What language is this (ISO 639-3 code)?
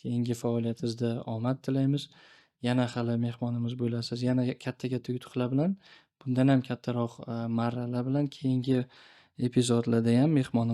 uzb